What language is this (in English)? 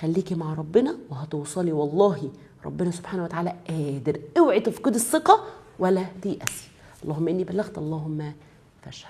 Egyptian Arabic